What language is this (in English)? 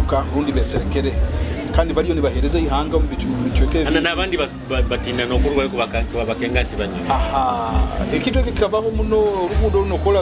Nyoro